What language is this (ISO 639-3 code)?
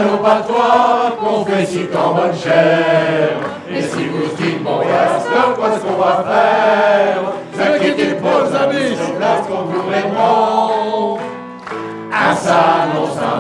pcd